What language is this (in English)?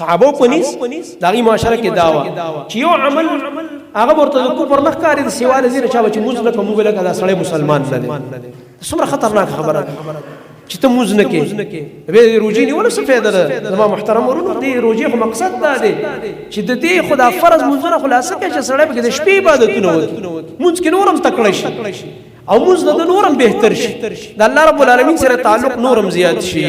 Pashto